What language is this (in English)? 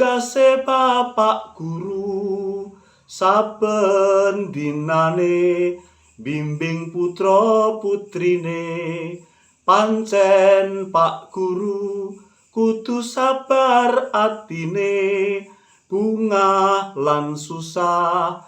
Javanese